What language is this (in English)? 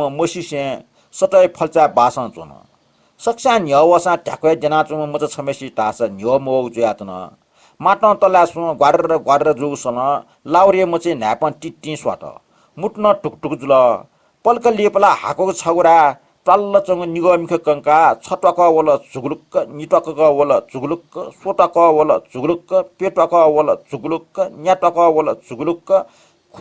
Newari